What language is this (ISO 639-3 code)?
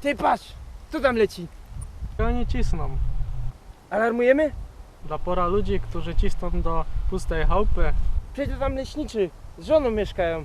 szl